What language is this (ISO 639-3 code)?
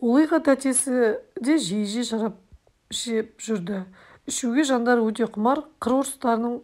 kaz